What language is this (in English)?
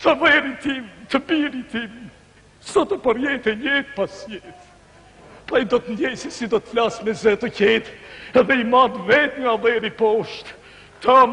Albanian